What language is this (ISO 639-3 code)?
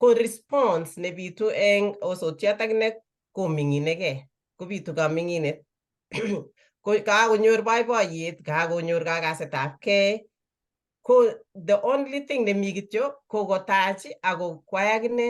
kln